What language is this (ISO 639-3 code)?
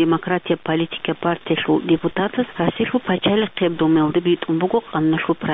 ava